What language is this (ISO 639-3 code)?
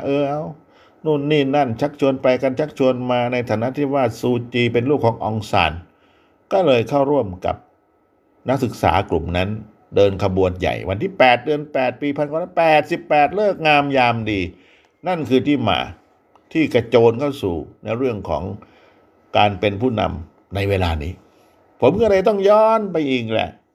tha